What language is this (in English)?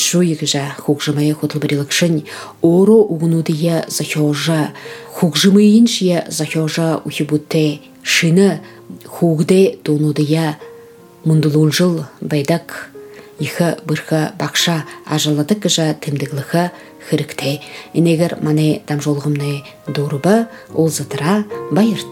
Buriat